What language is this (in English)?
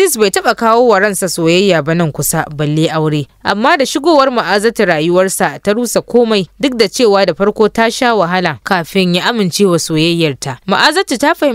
Hausa